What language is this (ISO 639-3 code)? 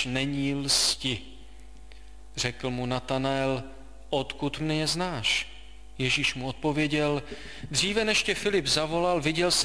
ces